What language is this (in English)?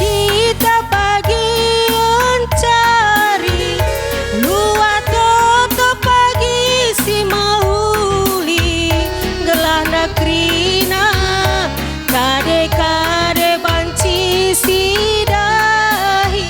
Batak Karo